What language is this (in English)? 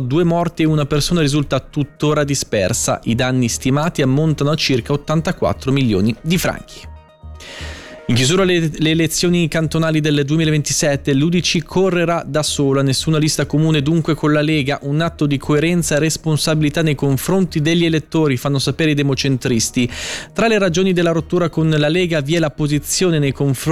Italian